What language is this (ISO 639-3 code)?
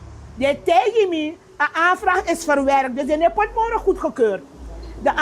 srn